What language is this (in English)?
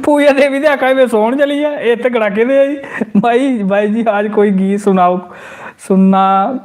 Dogri